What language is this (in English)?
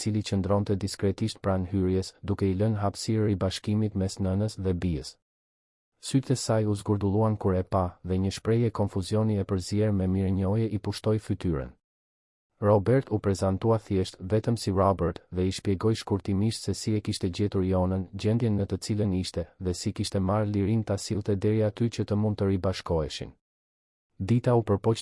Albanian